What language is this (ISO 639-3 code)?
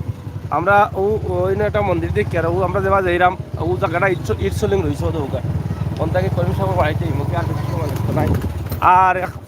syl